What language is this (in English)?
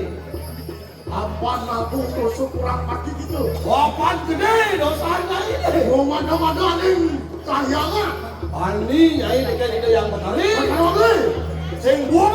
Balinese